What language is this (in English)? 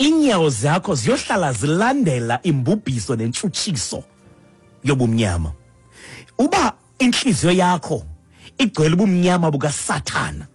Xhosa